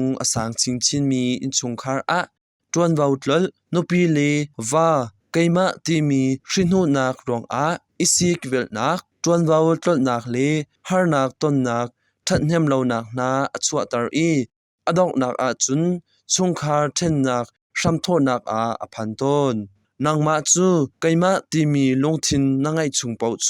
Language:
Hakha Chin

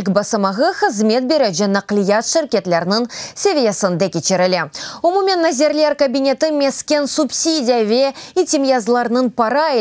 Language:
Crimean Tatar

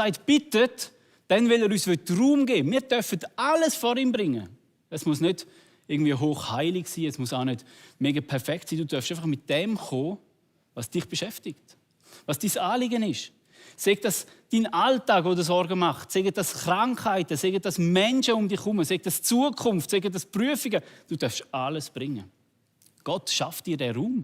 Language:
Swiss German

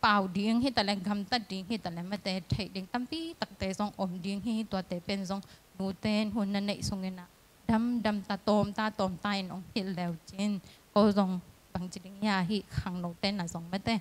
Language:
Tedim Chin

